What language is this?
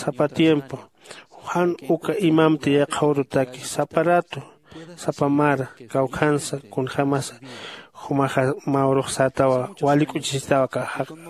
Aymara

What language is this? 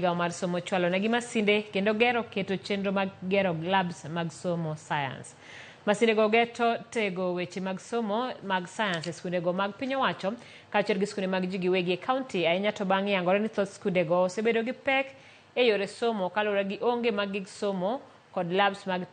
Luo (Kenya and Tanzania)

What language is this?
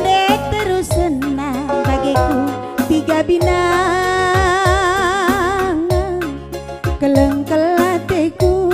Batak Karo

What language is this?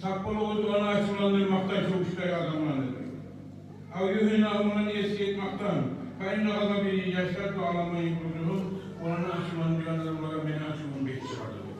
Kumyk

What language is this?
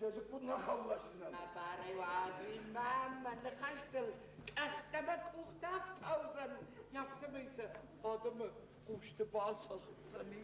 Ossetic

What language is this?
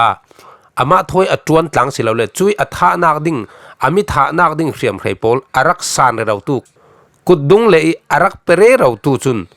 Falam Chin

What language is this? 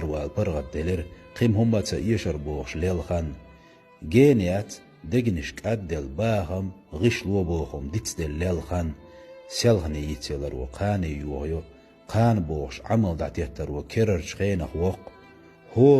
Chechen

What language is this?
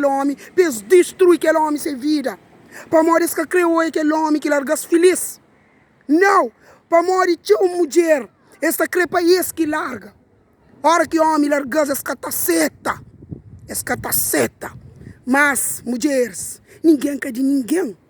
Kabuverdianu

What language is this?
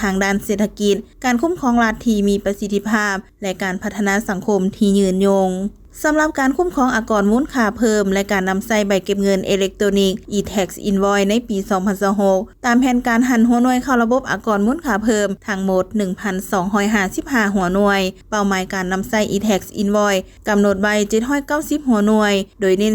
Lao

